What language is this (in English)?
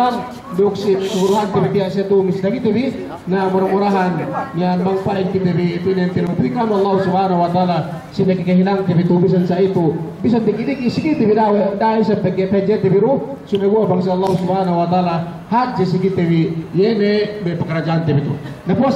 Yakan